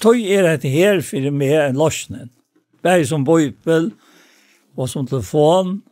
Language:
Faroese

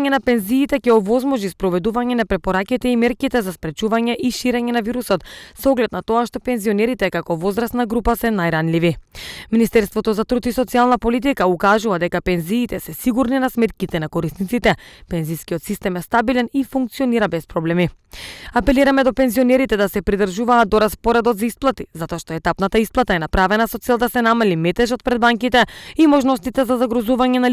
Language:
Macedonian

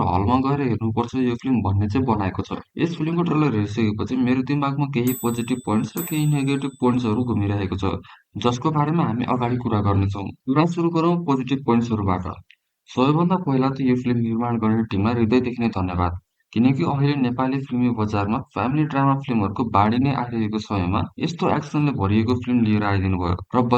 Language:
Nepali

